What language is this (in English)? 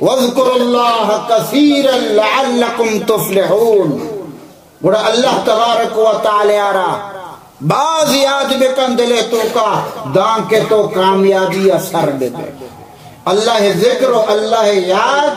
Baluchi